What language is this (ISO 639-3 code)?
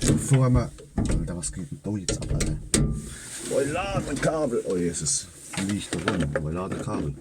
pfl